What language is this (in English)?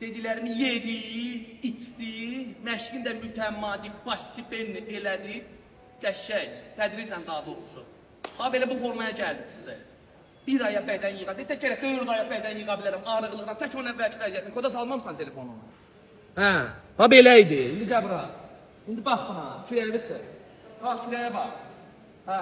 Azerbaijani